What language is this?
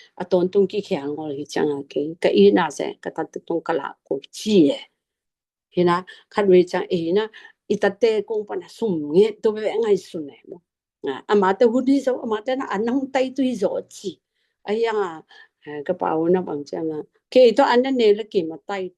Tedim Chin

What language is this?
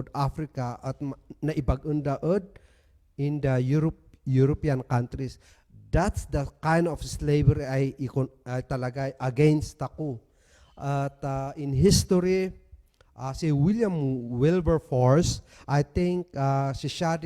Kankanaey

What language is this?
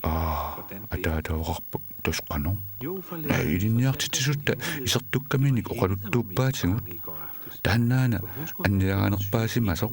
Kalaallisut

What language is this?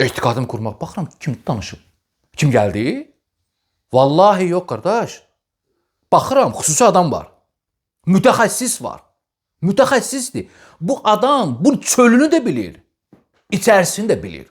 Azerbaijani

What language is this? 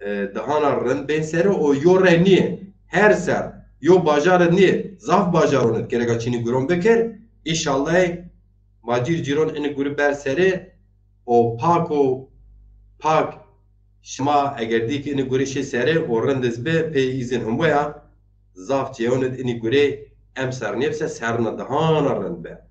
Zaza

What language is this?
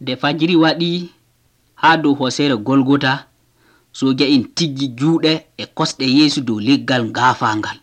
Nigerian Fulfulde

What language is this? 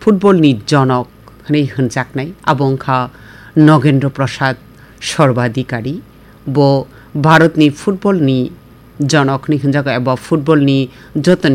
Kok Borok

